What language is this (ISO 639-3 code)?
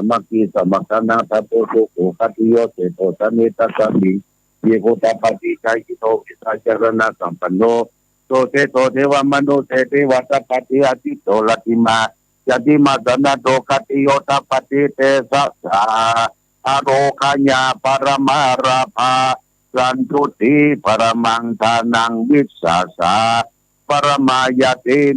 pli